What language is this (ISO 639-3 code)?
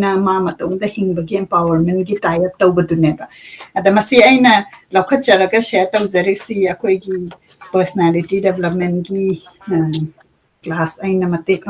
mni